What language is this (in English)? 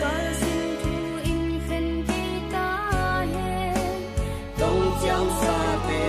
Tedim Chin